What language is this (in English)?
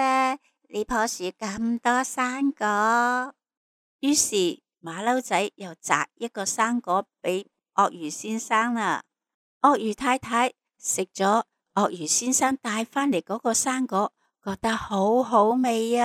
Cantonese